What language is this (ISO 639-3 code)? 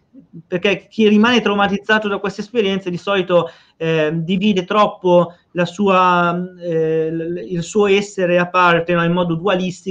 ita